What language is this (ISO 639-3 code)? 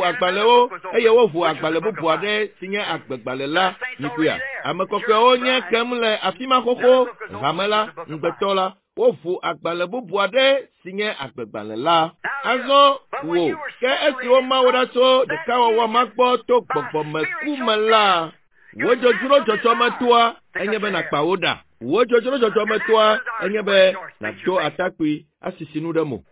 ewe